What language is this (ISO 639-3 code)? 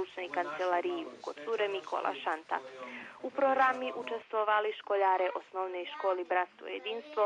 rue